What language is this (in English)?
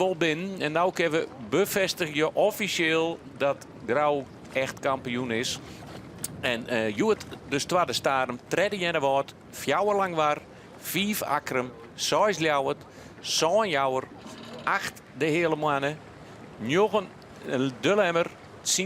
Western Frisian